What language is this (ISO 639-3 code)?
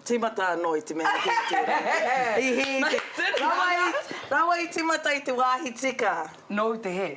mri